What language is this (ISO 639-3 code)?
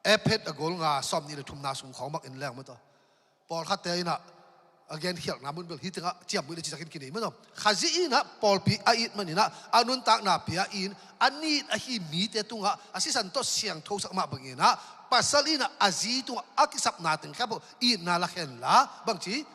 ctd